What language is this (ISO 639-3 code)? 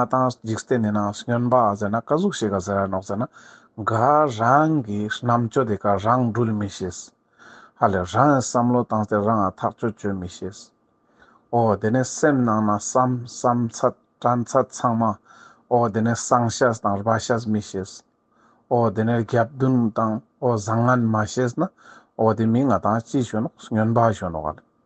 lbj